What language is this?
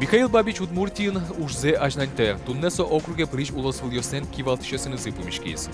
Udmurt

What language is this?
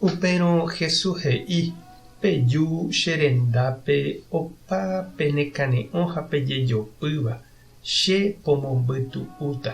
Guarani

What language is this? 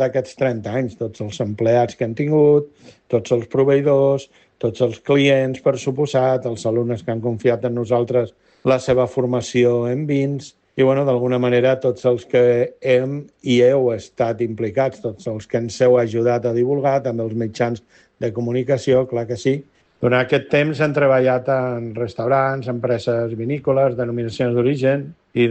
Catalan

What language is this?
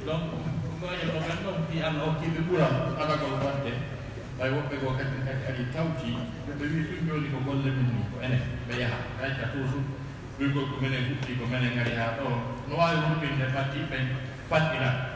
Fula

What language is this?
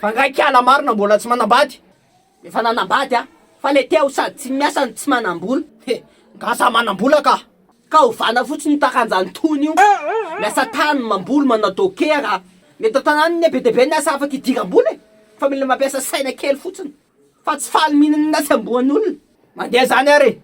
Malagasy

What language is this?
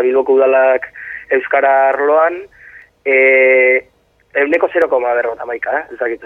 Basque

